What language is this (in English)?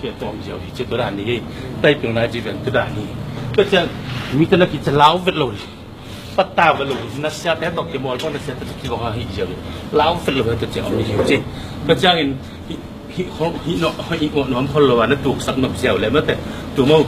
Tedim Chin